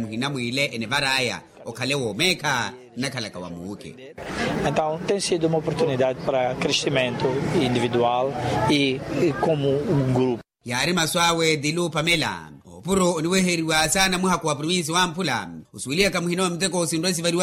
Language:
Makhuwa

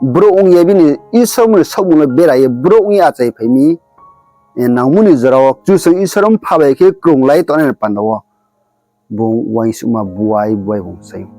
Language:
Riang (India)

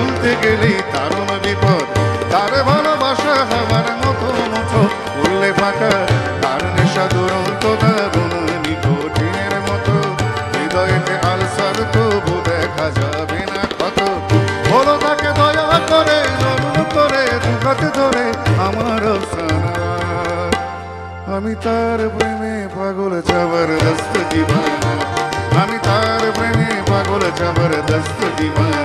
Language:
Bangla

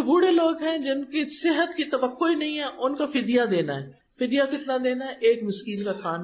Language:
Urdu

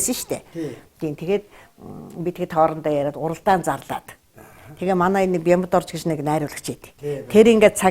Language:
Mongolian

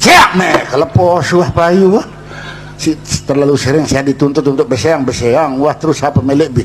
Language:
Sasak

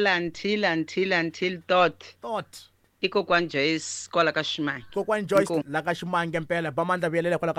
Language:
Tsonga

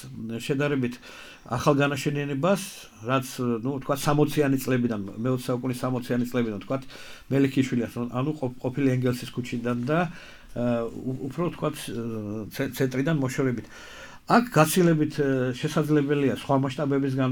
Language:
Georgian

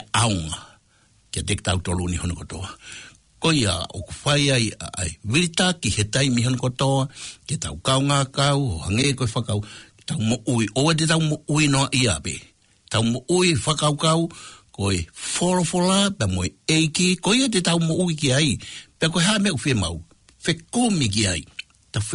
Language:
Tongan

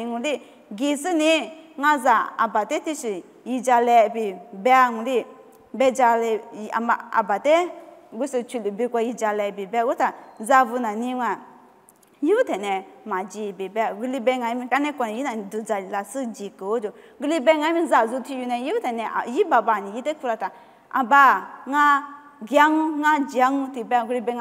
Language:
Lisu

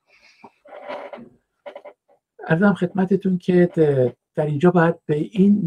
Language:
Persian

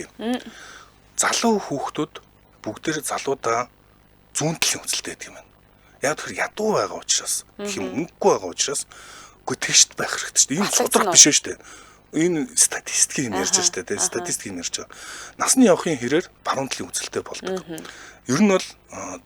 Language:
Mongolian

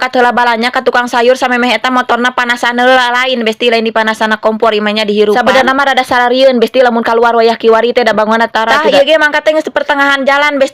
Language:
Sundanese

